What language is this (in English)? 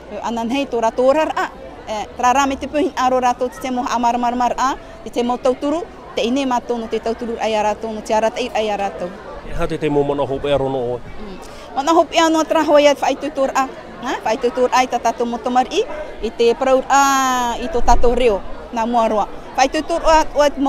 Tahitian